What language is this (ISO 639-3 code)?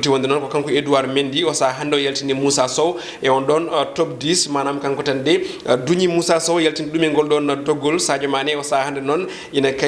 ful